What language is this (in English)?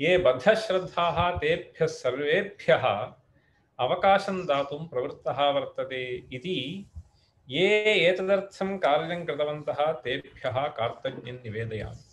Sanskrit